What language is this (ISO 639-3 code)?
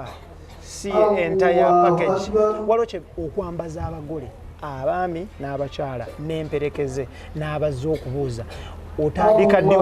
lug